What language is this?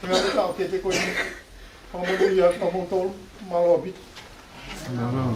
Tongan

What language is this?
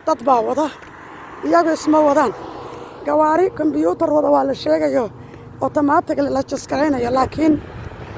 Somali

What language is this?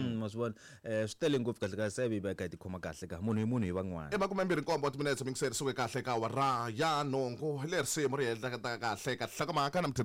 Tsonga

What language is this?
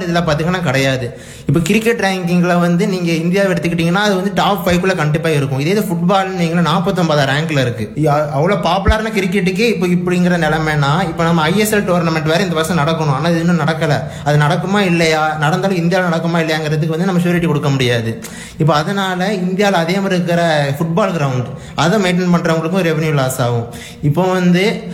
Tamil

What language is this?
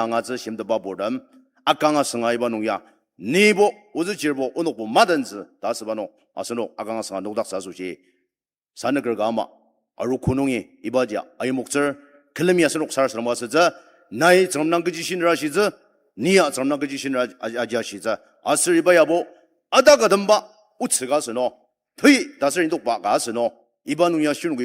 Ao Naga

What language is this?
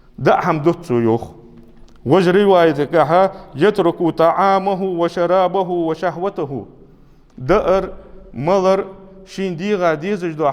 Ingush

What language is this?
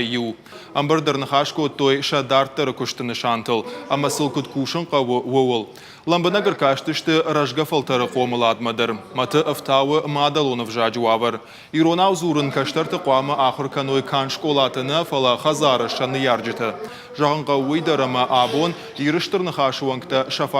Ossetic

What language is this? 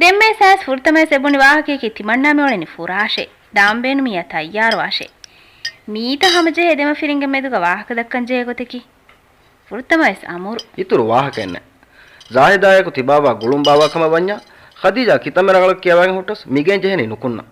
Divehi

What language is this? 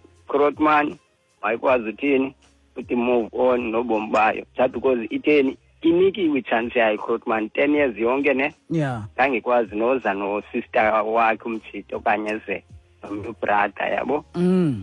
Xhosa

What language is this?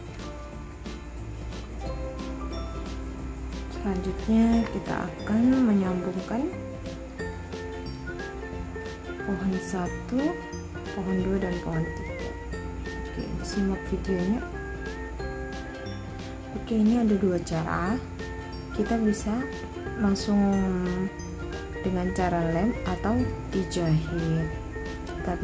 Indonesian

